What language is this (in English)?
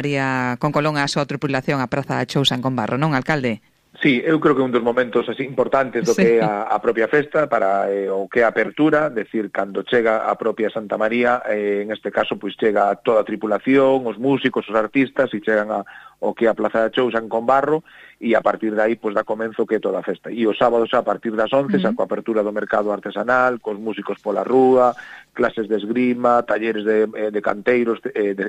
Galician